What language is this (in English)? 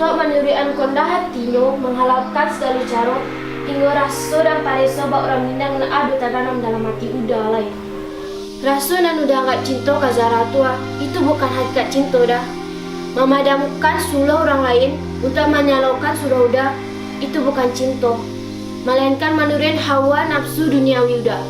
Minangkabau